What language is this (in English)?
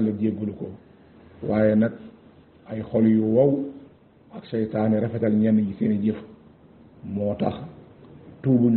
Wolof